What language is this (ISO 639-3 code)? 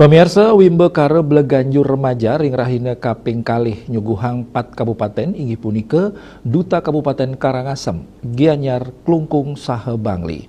ban